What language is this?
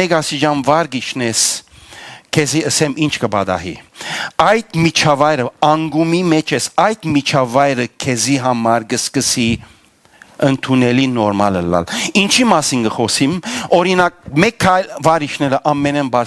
Western Armenian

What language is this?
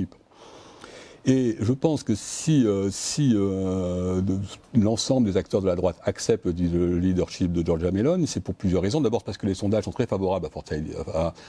French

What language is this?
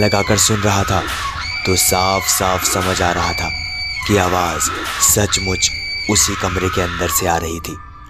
Hindi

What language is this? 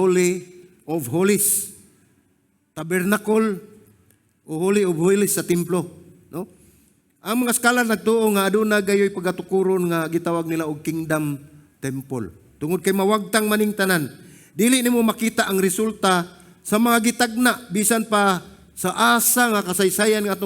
Cebuano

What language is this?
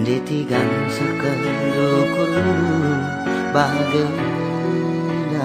Batak Karo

